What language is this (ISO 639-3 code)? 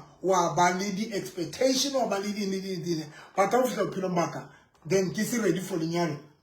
sot